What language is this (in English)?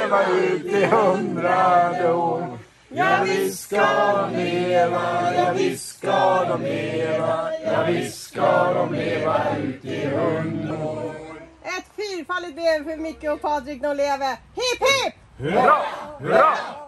Swedish